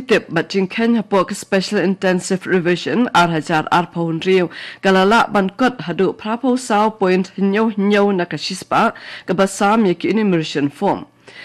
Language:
Khasi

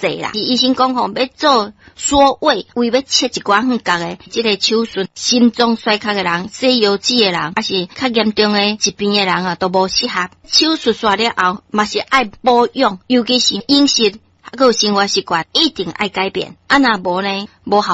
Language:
Min Nan Chinese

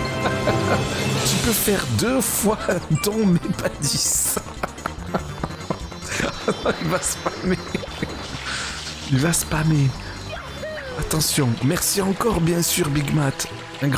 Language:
French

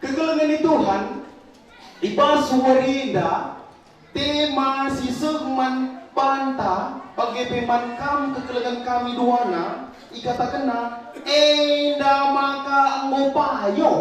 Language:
Batak Karo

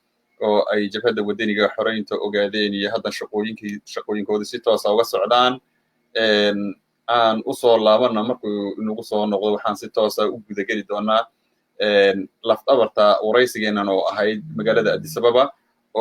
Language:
Somali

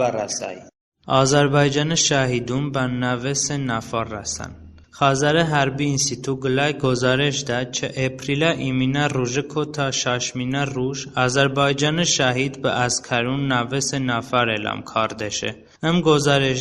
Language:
Talysh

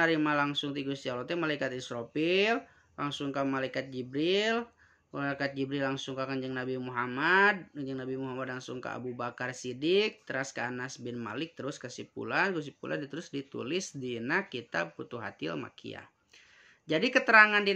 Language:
Sundanese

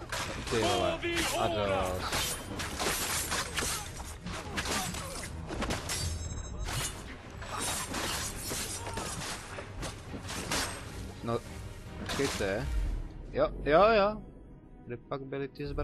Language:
Czech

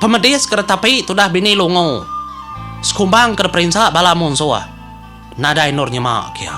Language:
Iban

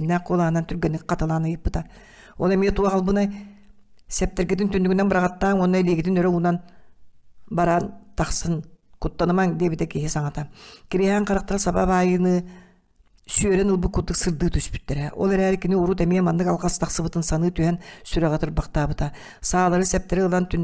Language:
Yakut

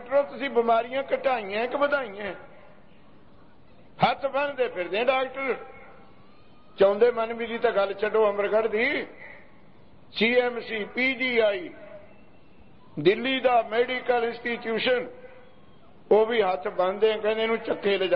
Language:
Punjabi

